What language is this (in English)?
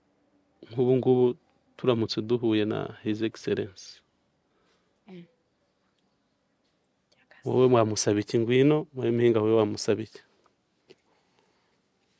Kinyarwanda